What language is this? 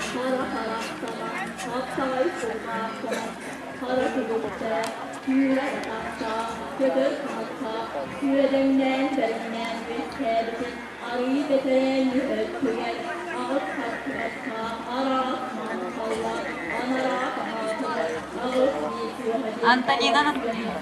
Yakut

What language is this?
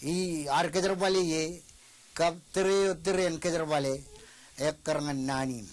Marshallese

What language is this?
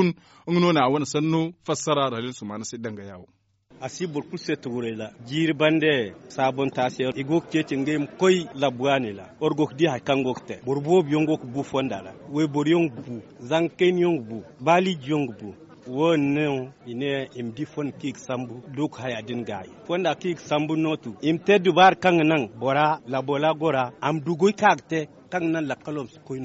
Zarma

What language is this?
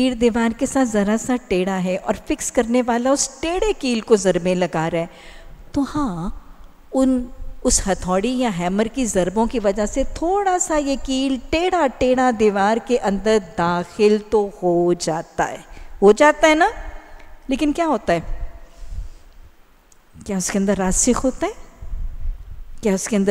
Urdu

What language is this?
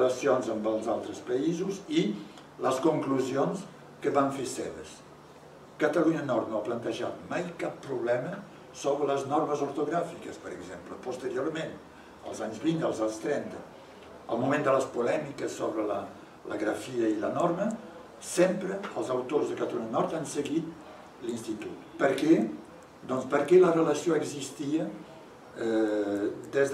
Catalan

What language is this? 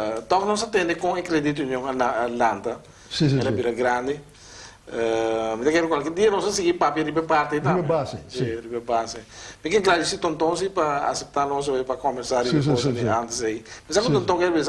Papiamento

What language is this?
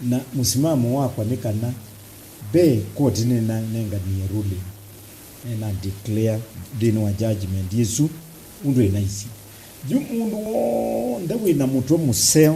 Kamba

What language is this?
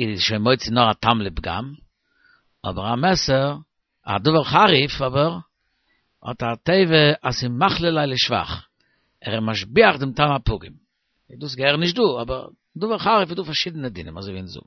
Yiddish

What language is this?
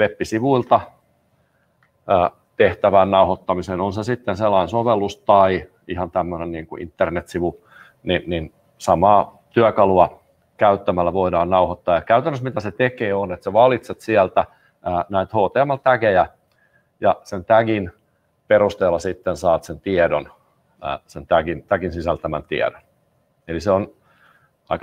Finnish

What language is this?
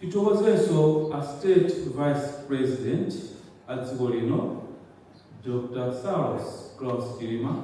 Nyanja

